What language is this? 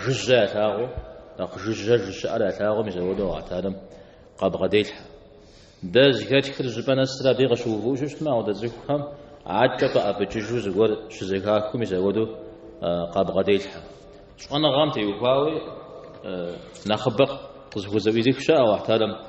Kabardian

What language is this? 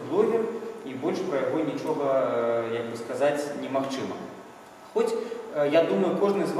Belarusian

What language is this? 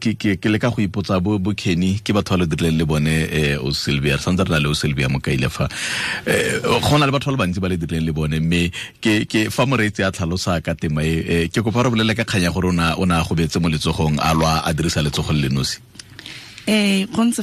Tswana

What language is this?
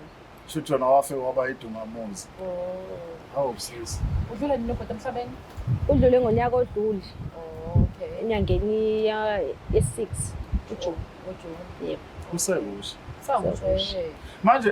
Zulu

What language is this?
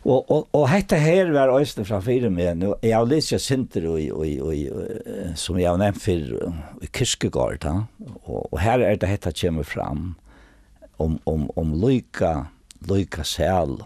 Faroese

